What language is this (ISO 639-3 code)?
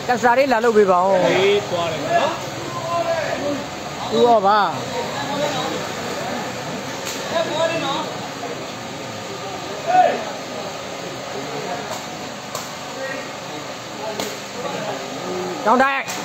mya